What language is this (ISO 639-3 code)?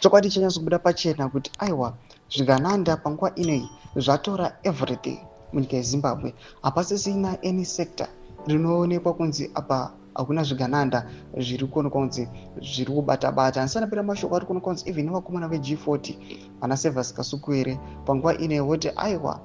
sna